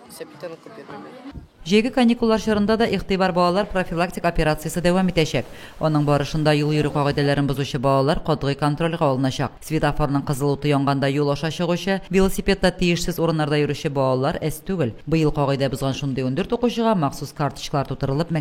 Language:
Tatar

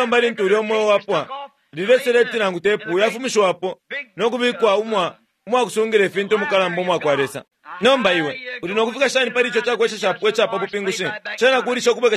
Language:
Bemba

